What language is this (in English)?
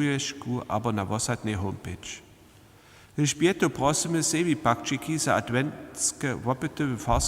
Upper Sorbian